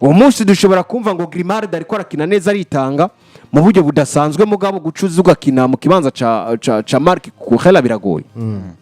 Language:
Rundi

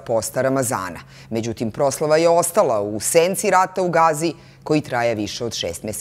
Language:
Serbian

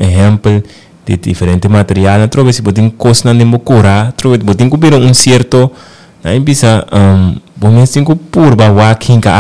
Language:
Papiamento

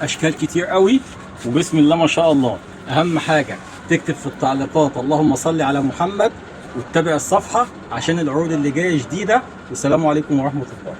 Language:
Egyptian Arabic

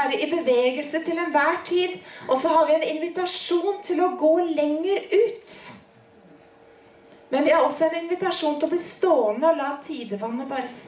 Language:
Norwegian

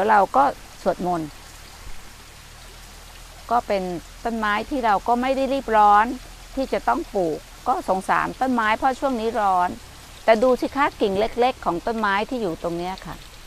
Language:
Thai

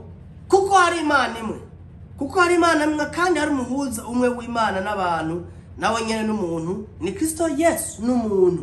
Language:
Rundi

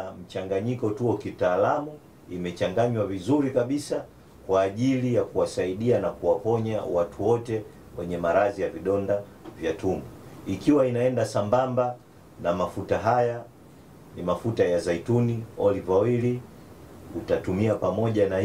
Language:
Swahili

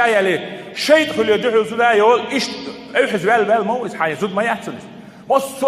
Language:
Chechen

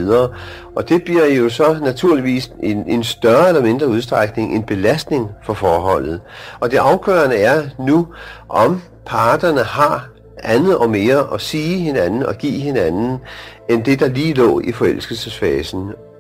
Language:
Danish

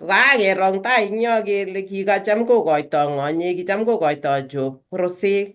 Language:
Kalenjin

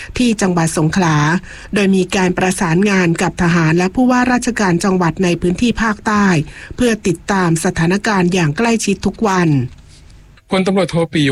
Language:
Thai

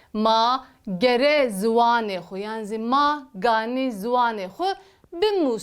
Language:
Zaza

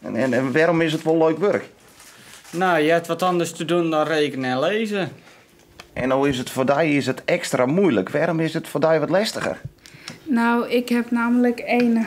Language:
Western Frisian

